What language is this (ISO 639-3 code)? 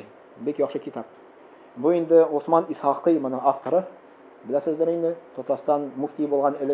tat